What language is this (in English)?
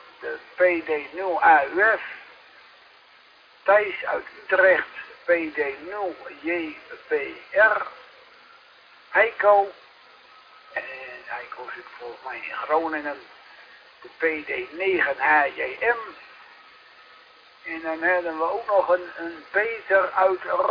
Dutch